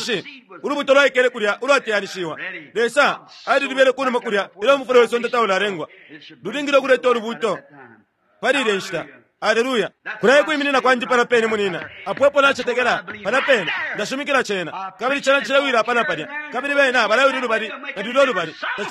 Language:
Bemba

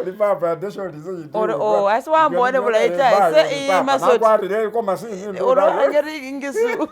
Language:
Masaaba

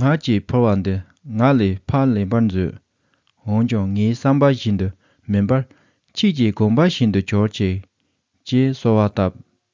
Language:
Tibetan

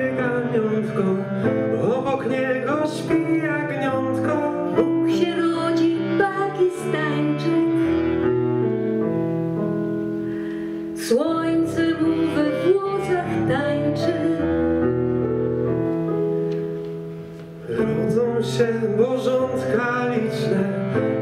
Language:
Polish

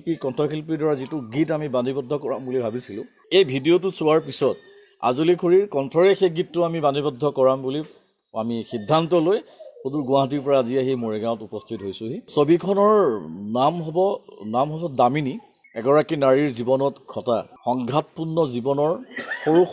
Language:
Assamese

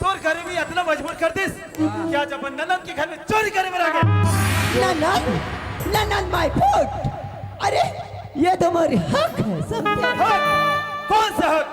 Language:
Chhattisgarhi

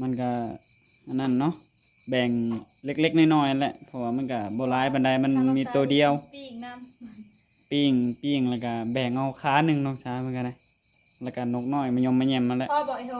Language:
Northeastern Thai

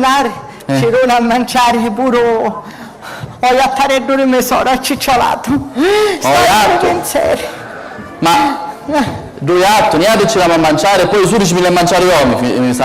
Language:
Sicilian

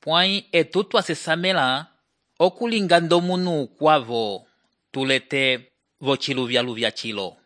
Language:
Umbundu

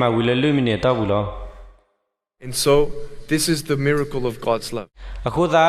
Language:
S'gaw Karen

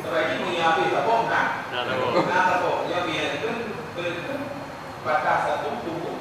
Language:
Achinese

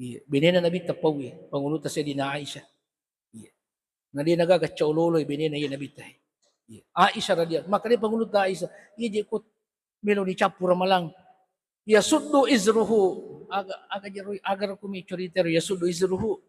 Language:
Buginese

